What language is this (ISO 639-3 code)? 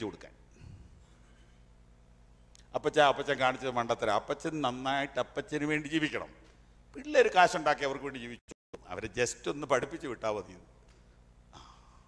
mal